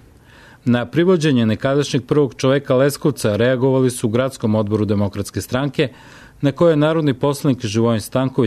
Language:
Serbian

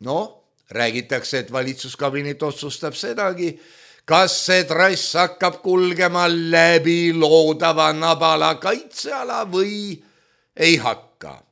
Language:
Estonian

